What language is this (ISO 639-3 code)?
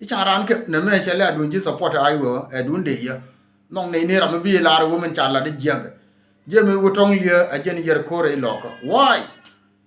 nus